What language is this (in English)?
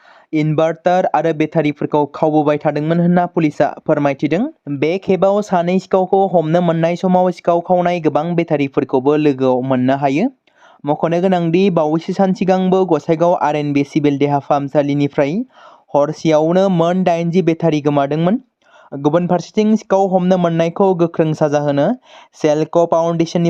Bodo